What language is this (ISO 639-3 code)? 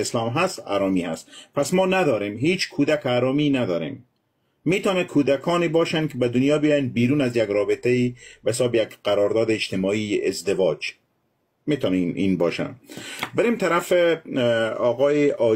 fas